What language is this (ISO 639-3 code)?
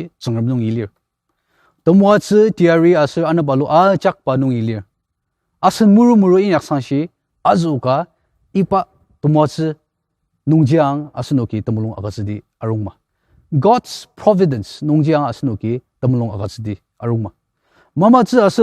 njo